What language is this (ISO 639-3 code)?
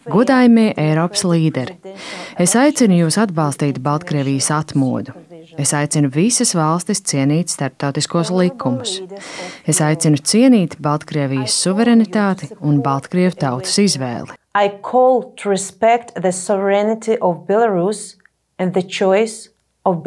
lav